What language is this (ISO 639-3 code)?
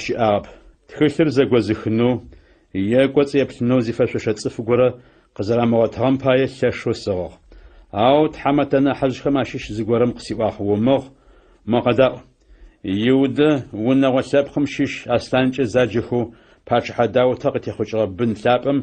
ady